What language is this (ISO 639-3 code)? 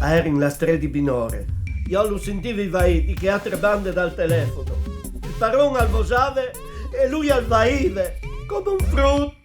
fur